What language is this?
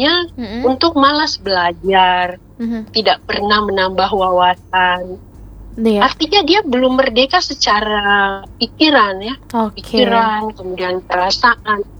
Indonesian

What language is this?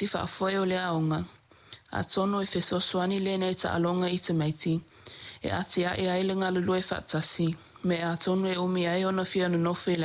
Samoan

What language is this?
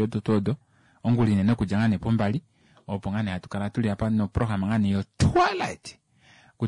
Kuanyama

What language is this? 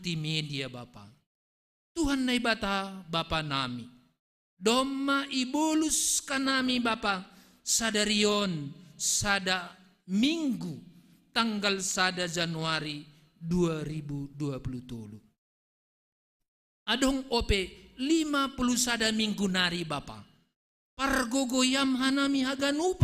Batak Simalungun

